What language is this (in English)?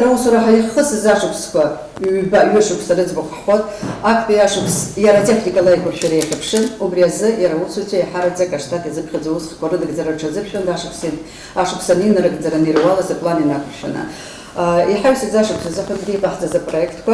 Abkhazian